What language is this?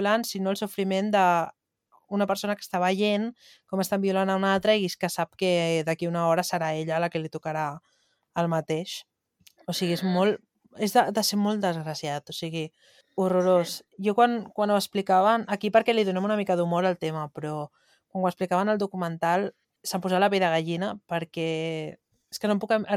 Catalan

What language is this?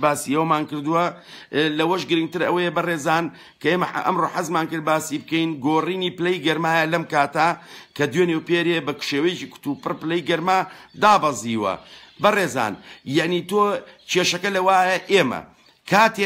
Central Kurdish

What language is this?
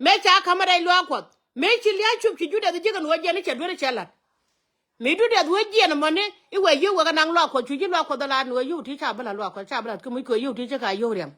Nuer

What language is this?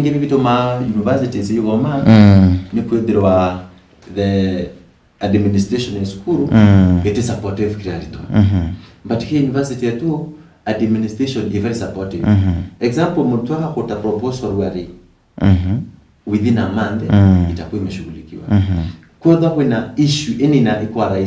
Meru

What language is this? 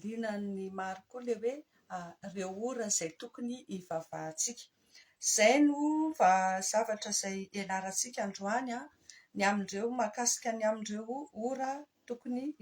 Malagasy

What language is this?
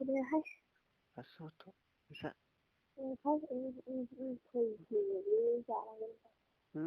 Bodo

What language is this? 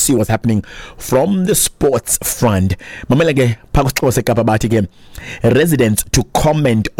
Xhosa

